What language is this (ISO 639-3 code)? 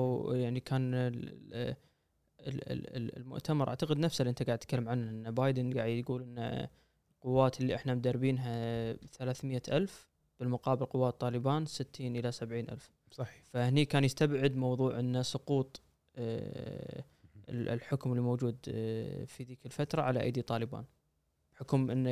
afb